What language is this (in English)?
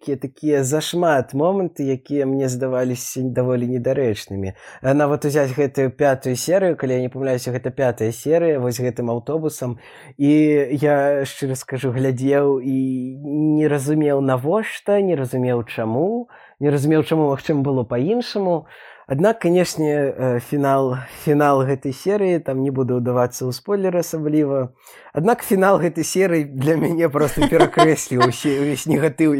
Belarusian